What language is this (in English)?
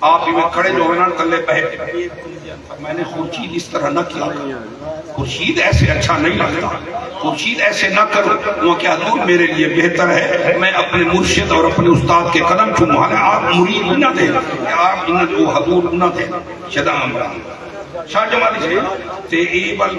Saraiki